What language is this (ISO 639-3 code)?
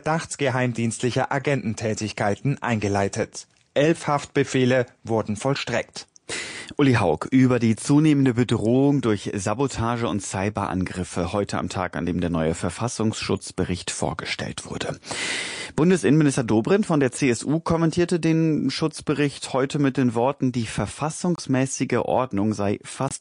deu